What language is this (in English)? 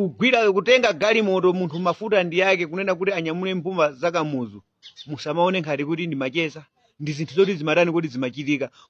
Nyanja